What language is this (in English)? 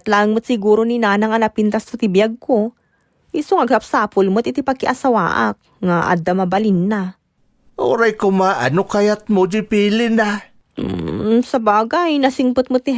Iloko